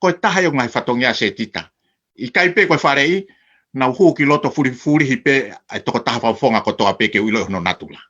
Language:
Tongan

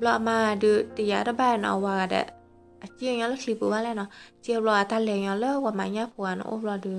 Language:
S'gaw Karen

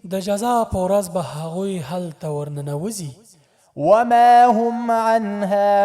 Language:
Pashto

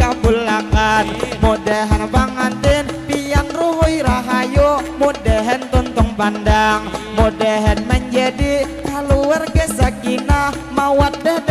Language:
Banjar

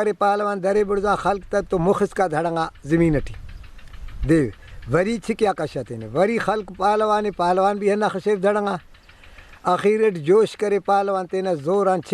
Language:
Brahui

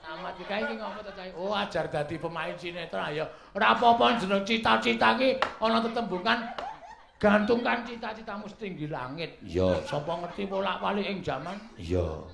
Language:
Javanese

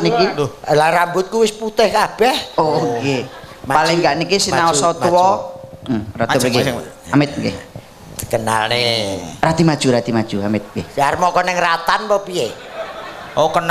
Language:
Javanese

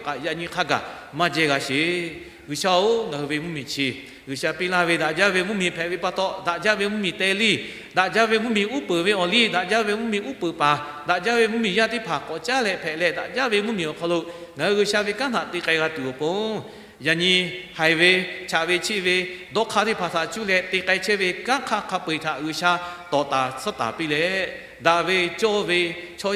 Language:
Lahu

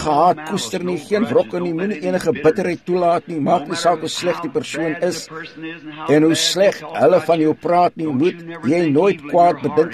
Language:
Afrikaans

